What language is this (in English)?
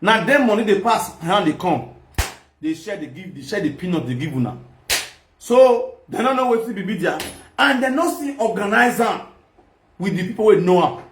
Nigerian Pidgin